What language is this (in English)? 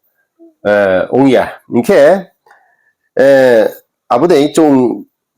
Riang (India)